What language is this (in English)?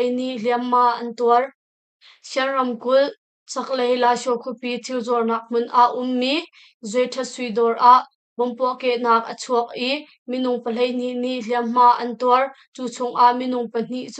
Hakha Chin